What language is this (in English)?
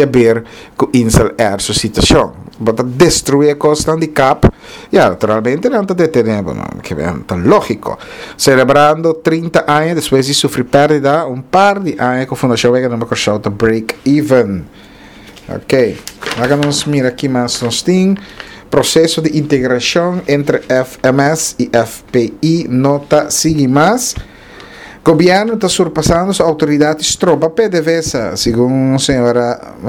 Papiamento